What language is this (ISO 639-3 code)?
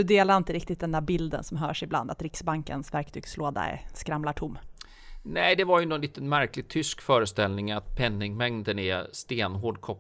swe